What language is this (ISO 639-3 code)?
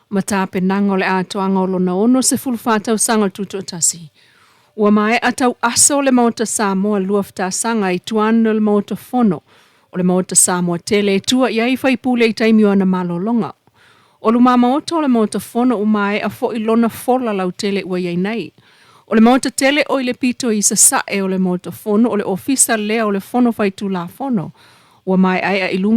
smo